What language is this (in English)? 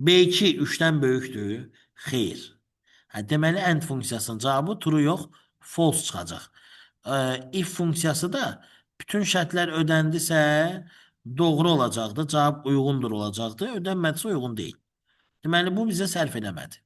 Azerbaijani